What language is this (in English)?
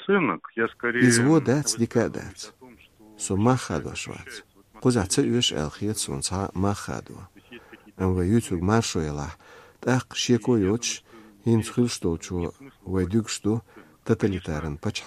Chechen